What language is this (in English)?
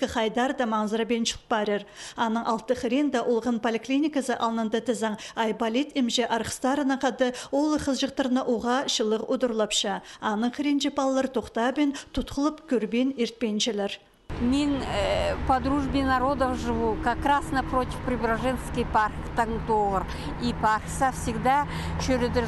Khakas